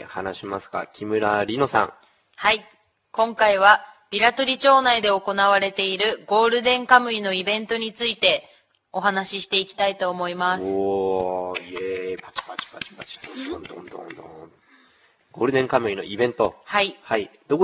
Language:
Japanese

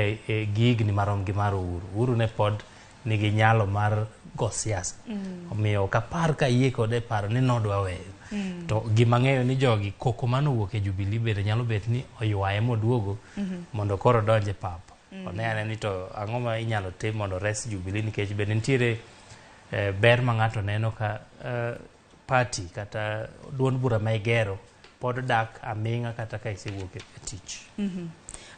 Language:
Luo (Kenya and Tanzania)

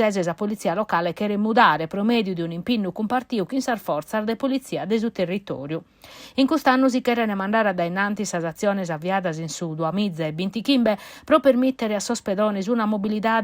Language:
Sardinian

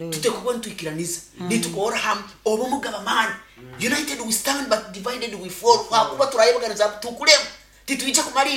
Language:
Nyoro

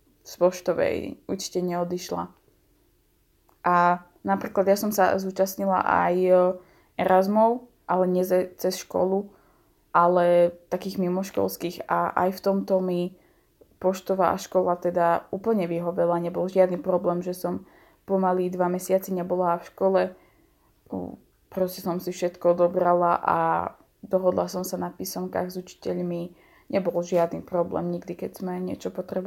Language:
Slovak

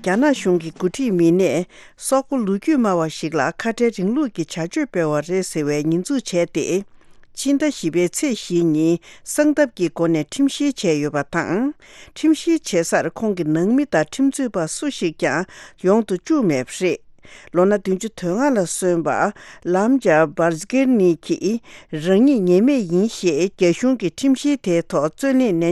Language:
Tibetan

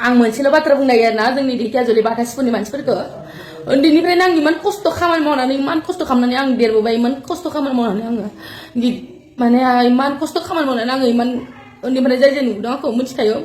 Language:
Bodo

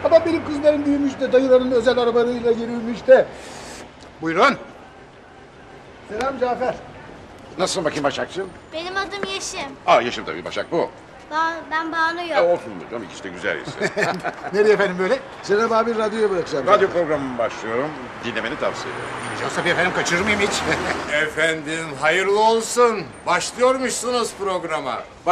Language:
Turkish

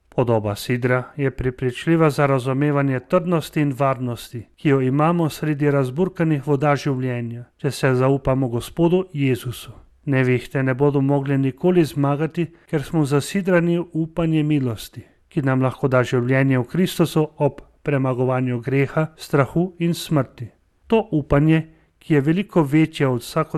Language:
Slovenian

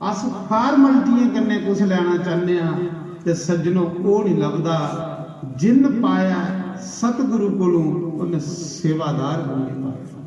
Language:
Dogri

